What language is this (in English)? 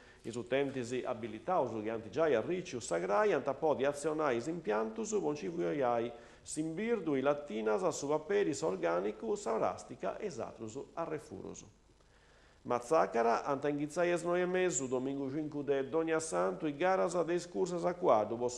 Sardinian